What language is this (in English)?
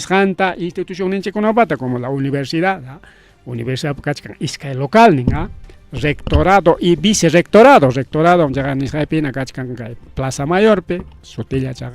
Ayacucho Quechua